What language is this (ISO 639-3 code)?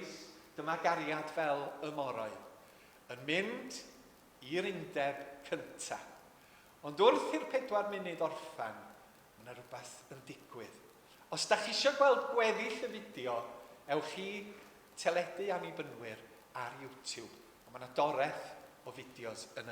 cym